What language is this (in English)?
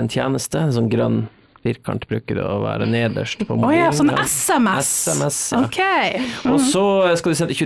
Norwegian